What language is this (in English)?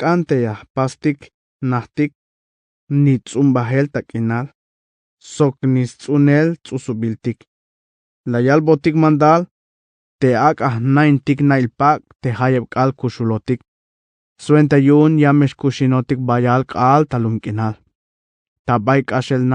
Tzeltal